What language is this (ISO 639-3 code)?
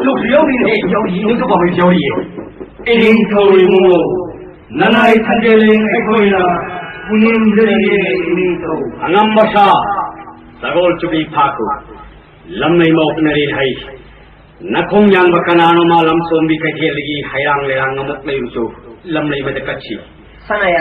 mni